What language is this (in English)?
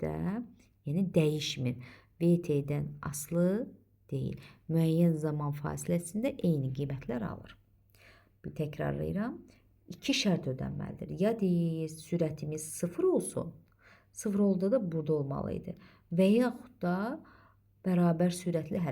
Azerbaijani